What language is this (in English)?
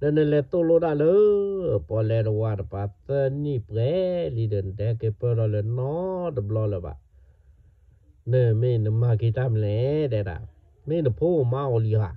S'gaw Karen